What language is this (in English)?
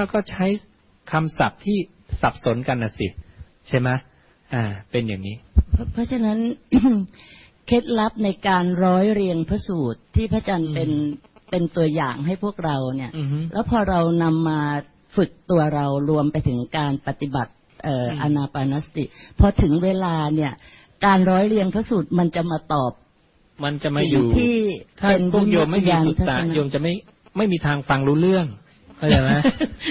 Thai